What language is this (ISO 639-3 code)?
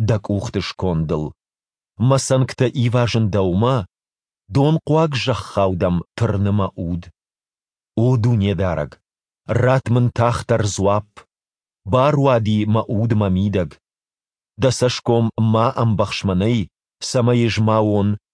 oss